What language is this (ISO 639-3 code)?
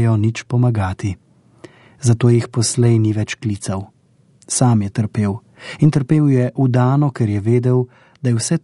slv